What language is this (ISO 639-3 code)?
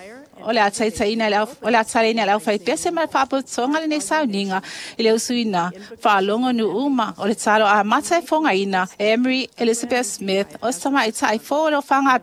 smo